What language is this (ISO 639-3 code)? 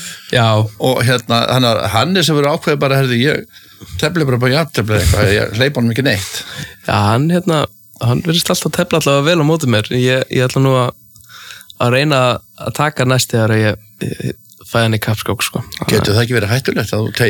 isl